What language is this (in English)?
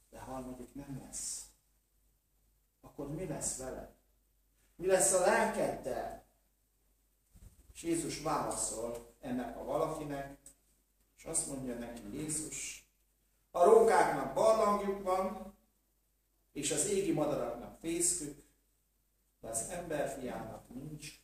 Hungarian